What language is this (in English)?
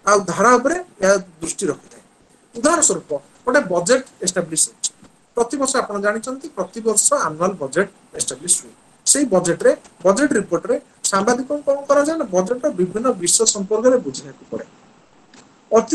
Odia